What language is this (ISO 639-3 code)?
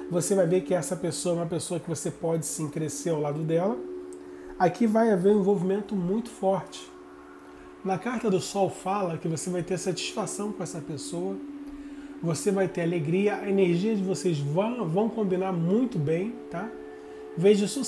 por